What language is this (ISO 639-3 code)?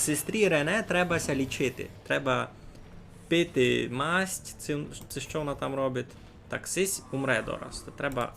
rue